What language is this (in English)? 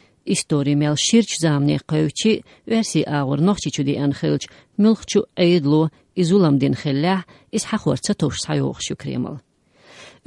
Chechen